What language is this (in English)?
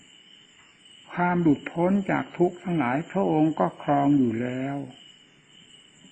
Thai